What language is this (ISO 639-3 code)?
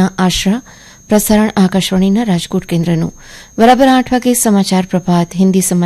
guj